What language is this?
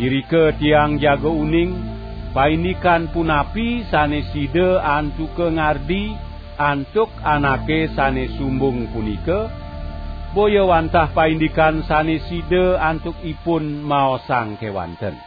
Balinese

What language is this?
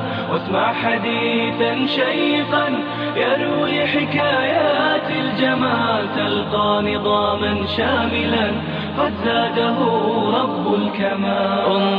Chechen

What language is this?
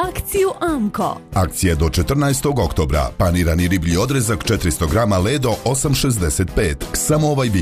Bosnian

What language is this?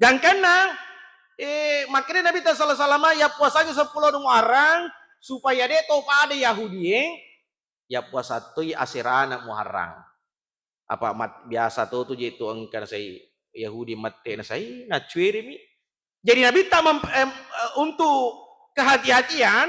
Buginese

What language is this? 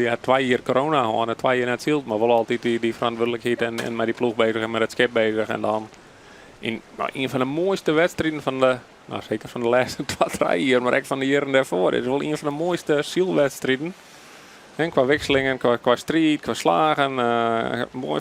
Western Frisian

